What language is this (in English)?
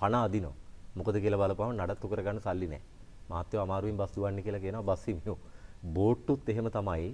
Sinhala